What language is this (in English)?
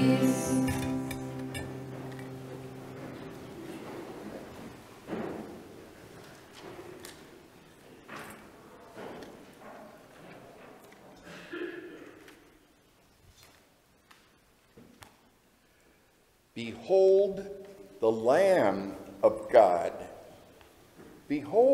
English